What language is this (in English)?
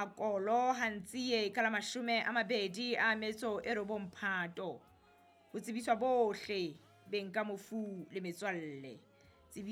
Southern Sotho